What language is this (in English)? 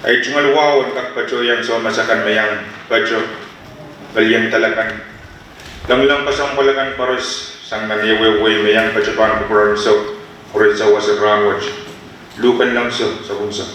Pohnpeian